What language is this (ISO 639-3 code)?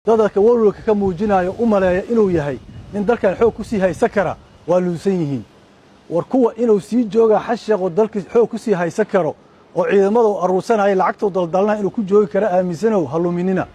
som